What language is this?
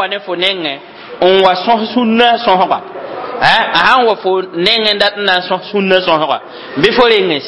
Mossi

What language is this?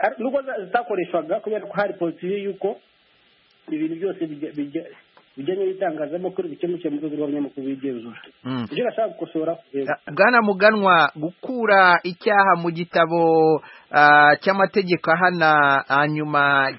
Kinyarwanda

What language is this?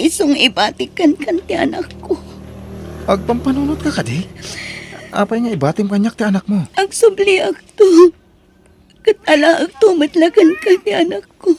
Iloko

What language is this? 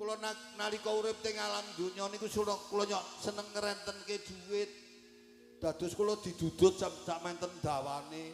Javanese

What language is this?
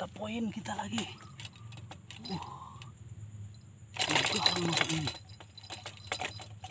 Indonesian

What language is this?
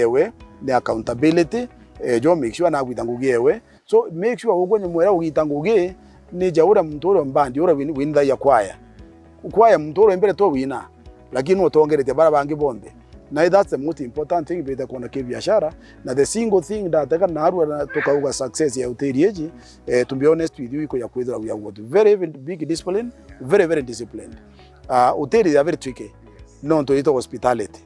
Meru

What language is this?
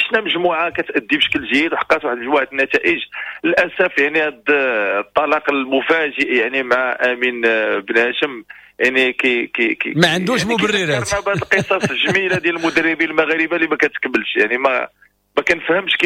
Moroccan Arabic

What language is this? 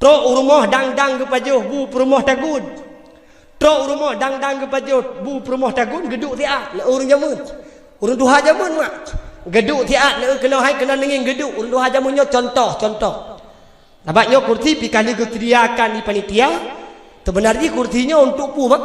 Achinese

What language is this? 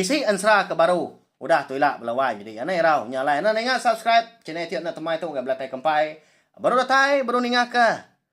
Iban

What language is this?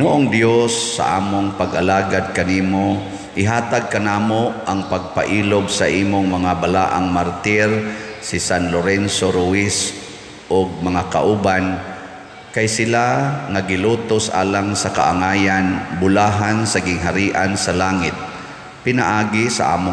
Cebuano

